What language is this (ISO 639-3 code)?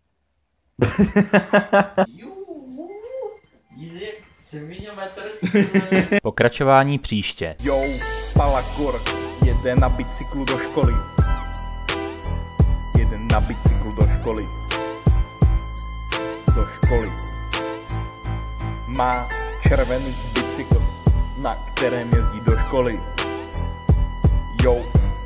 ces